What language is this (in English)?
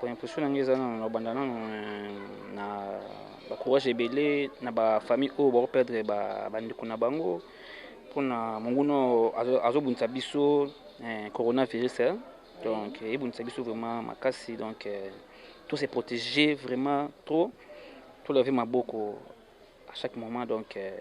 Lingala